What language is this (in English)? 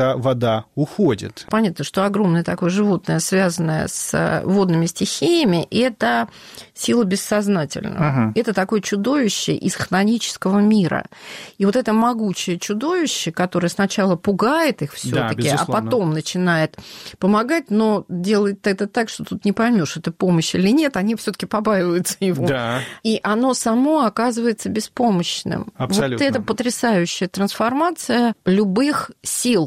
Russian